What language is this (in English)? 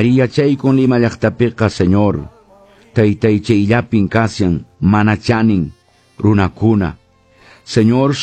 Quechua